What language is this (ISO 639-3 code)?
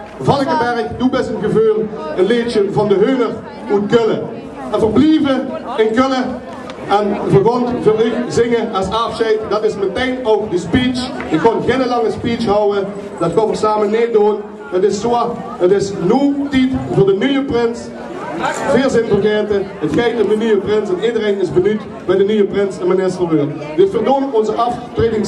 lim